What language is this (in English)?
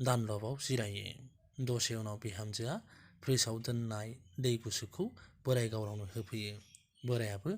Bodo